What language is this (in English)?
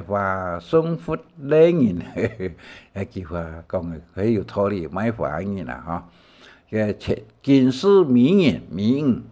Hakka Chinese